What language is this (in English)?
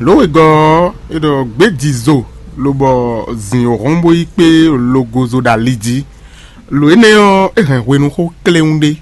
Fon